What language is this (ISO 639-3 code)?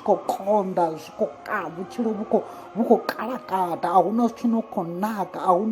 ven